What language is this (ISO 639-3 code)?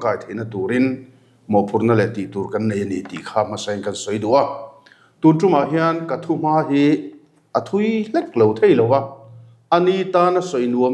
lus